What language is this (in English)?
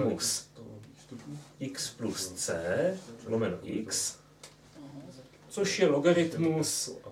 Czech